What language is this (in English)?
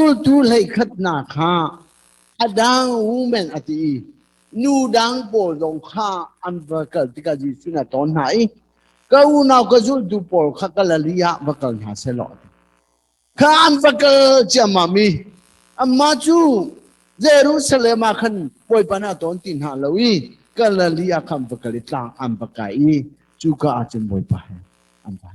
Hakha Chin